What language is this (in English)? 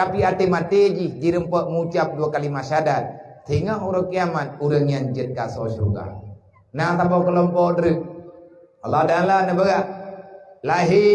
Achinese